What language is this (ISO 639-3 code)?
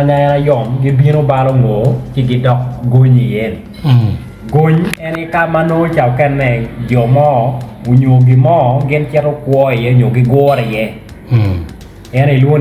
ach